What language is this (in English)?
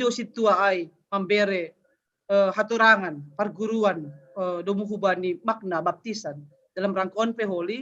Batak Simalungun